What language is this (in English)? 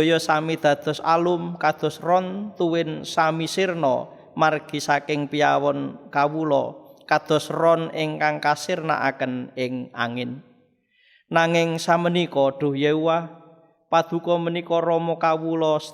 Javanese